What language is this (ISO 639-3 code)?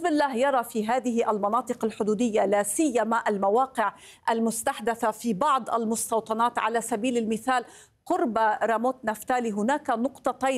ara